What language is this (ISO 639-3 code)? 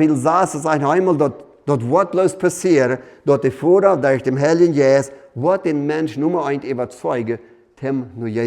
pdt